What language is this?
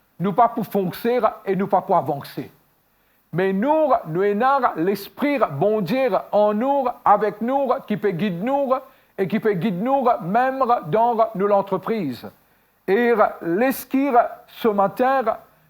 Morisyen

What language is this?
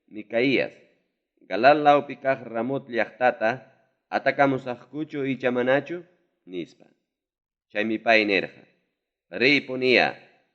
Ayacucho Quechua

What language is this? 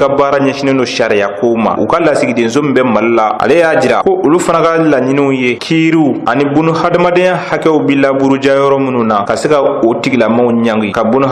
Bambara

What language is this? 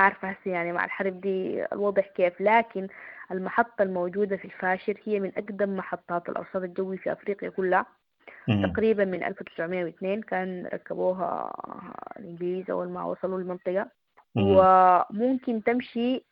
Sudanese Arabic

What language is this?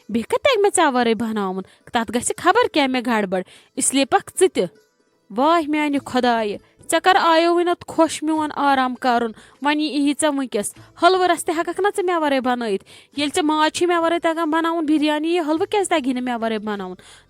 Kashmiri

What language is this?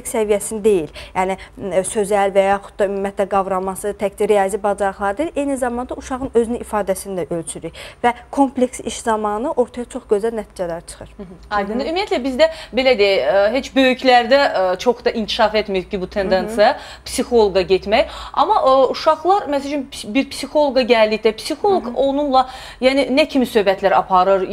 Azerbaijani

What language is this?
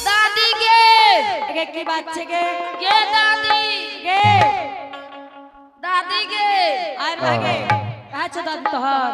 Angika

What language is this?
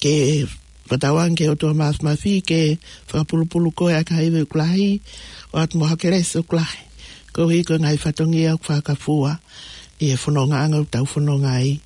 Tongan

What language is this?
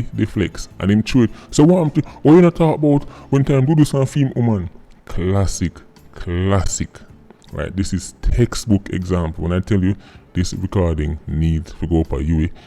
Jamaican Creole English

